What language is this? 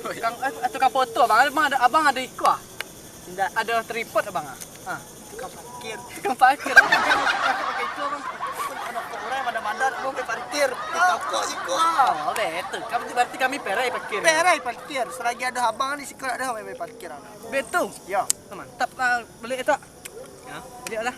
Minangkabau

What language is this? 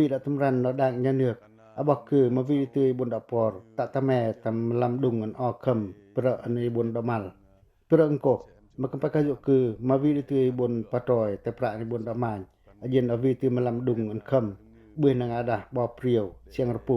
Pacoh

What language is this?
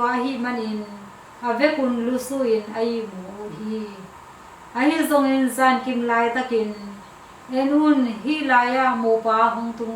Tedim Chin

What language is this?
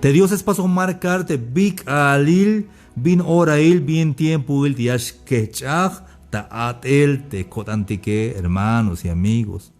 Tzeltal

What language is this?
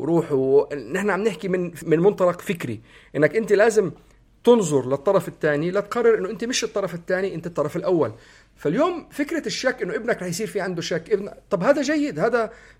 North Levantine Arabic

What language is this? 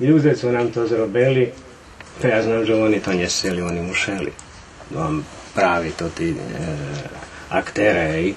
Rusyn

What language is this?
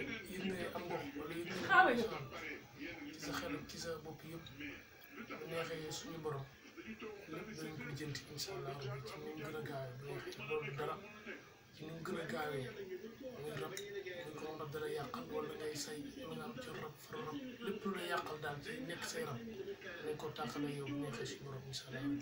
Wolof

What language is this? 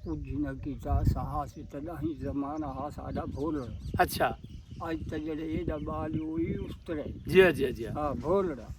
Saraiki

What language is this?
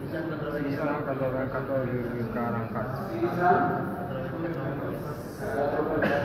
Pular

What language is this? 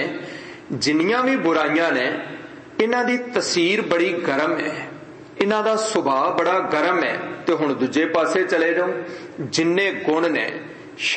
Punjabi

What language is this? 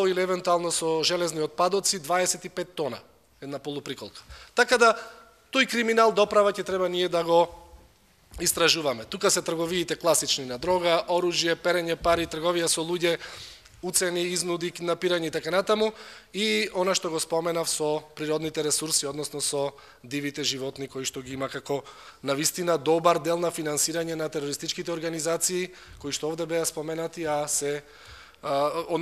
Macedonian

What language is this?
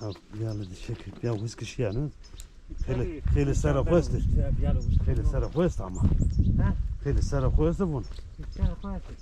Zaza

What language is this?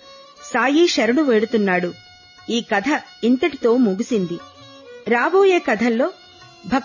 Telugu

